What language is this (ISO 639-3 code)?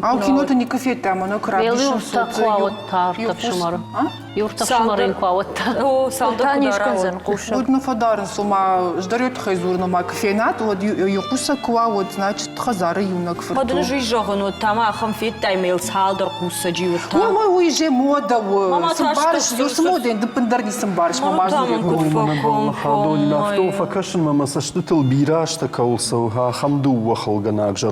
oss